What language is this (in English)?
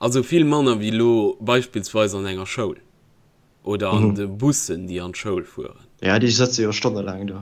Luxembourgish